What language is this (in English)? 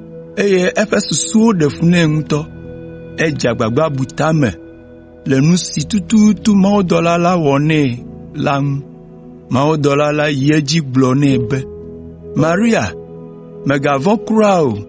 Ewe